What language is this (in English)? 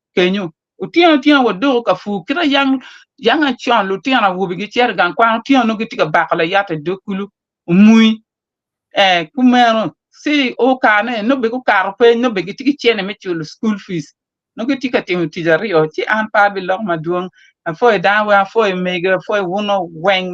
Acoli